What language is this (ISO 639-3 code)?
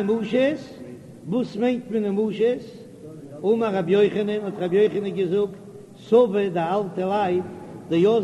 yid